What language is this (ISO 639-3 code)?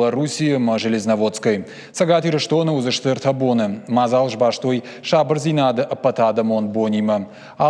oss